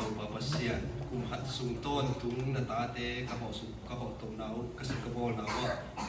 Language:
Tedim Chin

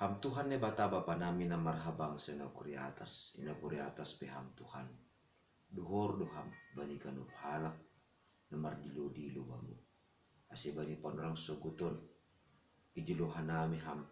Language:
Batak Simalungun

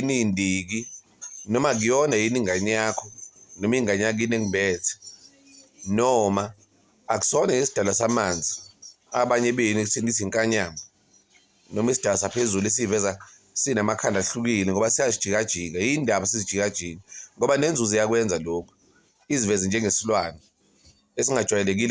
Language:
Zulu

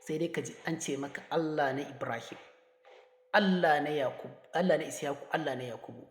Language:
Hausa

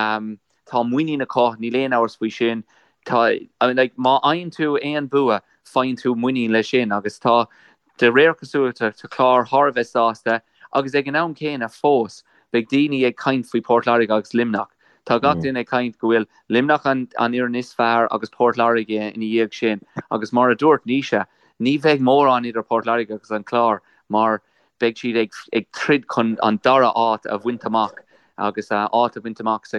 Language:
Irish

